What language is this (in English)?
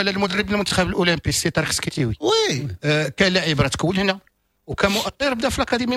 Moroccan Arabic